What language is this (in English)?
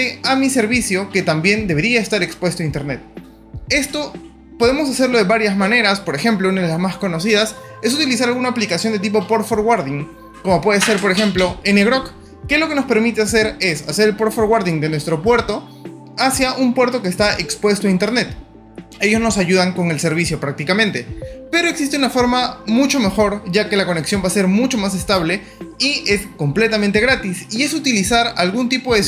Spanish